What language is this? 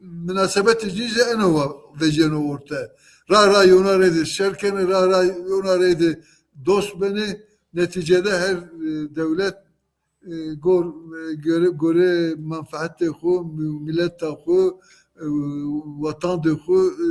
Zaza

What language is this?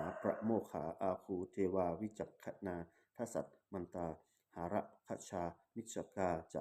Pali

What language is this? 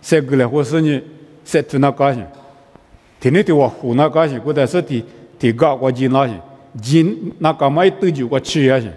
Lisu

